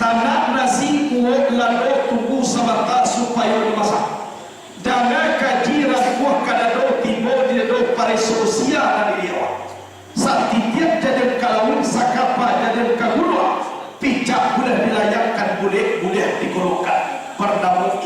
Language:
Minangkabau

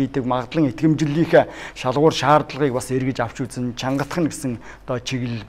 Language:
Mongolian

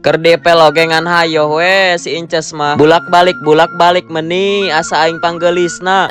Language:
Sundanese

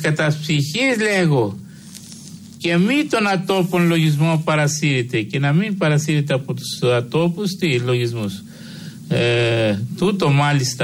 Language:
Greek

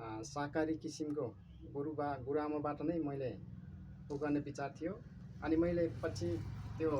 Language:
Nepali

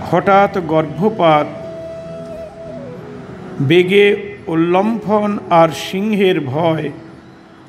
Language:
Bangla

